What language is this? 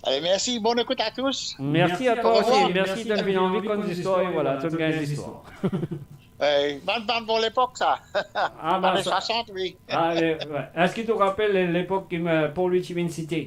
Morisyen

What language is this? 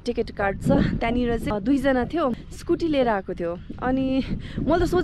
Nepali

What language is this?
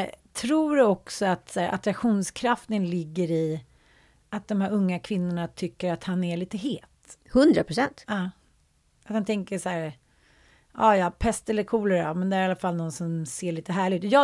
Swedish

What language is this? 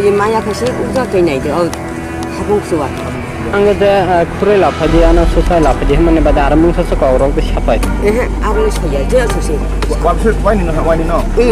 Kok Borok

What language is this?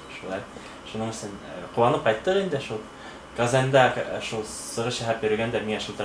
Bashkir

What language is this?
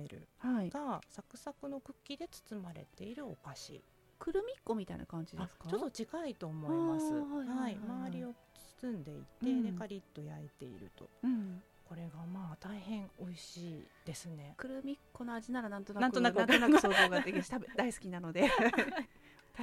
Japanese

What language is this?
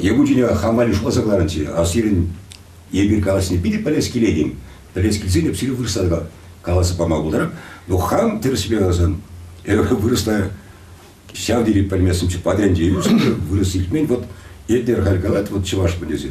Chuvash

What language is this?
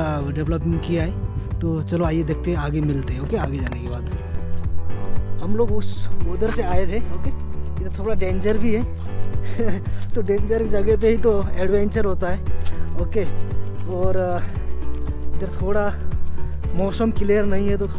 Hindi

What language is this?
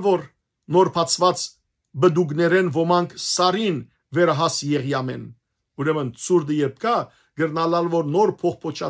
Western Armenian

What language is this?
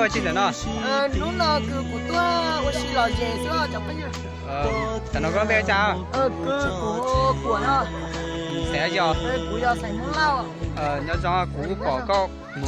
Hmong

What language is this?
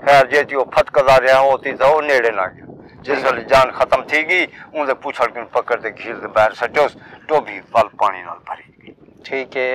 Saraiki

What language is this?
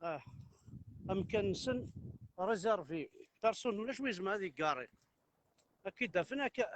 Kabyle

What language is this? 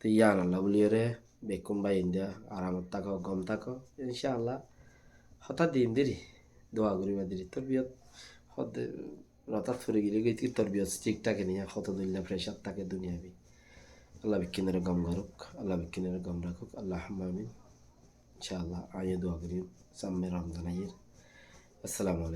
Rohingya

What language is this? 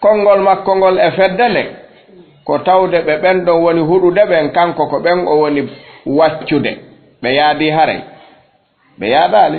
Fula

